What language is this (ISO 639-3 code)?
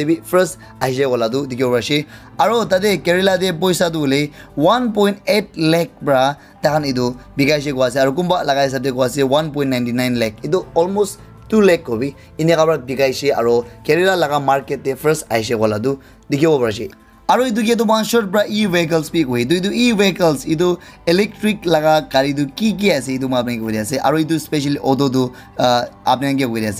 nag